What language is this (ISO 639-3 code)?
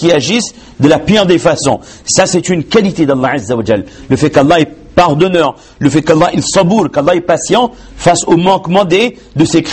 fra